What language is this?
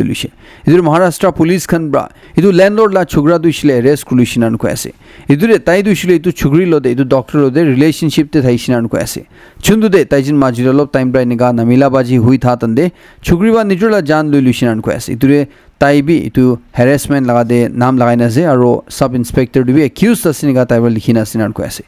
Naga Pidgin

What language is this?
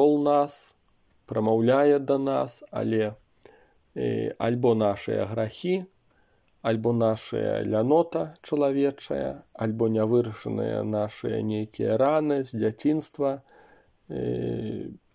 Belarusian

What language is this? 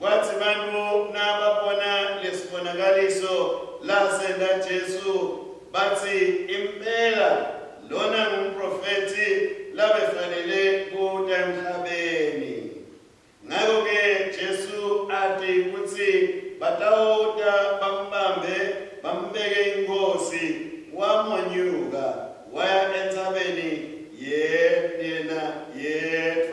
Swati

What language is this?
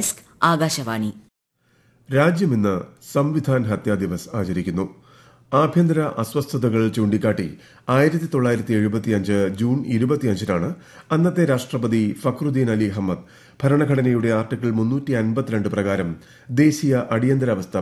Malayalam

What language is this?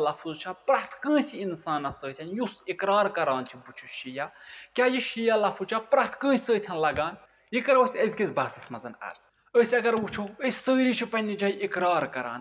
Kashmiri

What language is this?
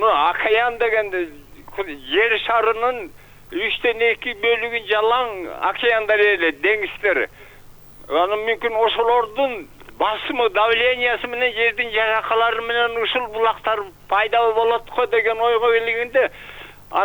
Kyrgyz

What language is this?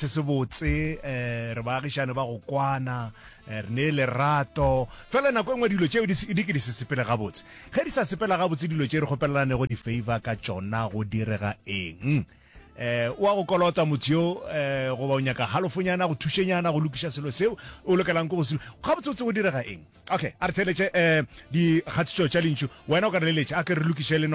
Northern Sotho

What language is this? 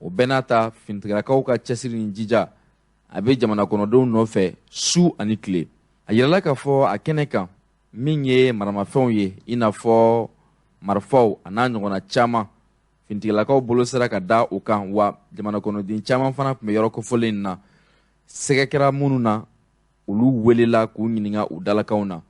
Bambara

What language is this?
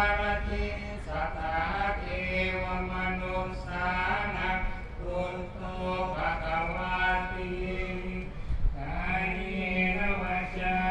Pali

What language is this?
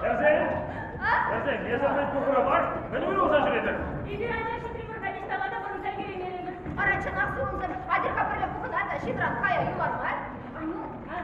Chuvash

